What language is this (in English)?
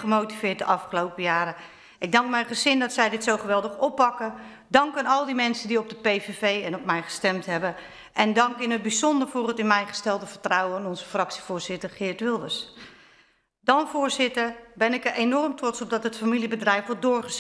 Dutch